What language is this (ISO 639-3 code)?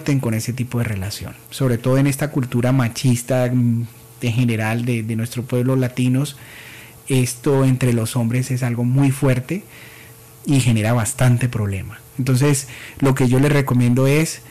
spa